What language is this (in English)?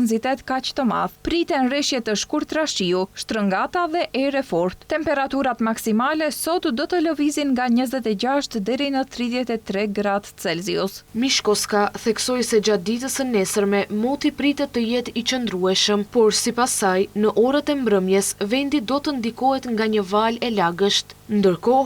Albanian